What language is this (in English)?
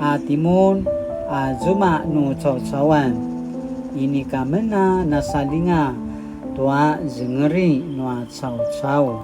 Paiwan